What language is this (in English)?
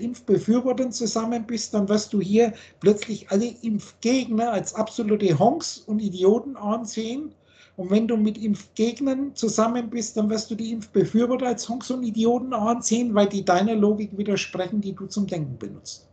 German